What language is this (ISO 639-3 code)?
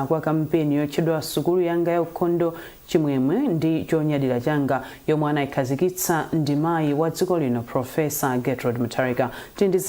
nya